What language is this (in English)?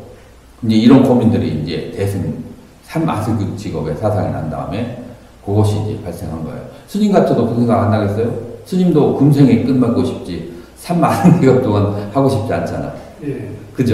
Korean